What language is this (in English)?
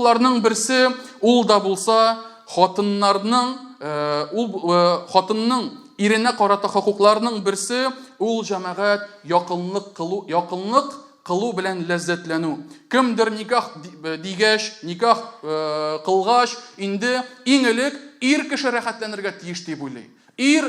Tatar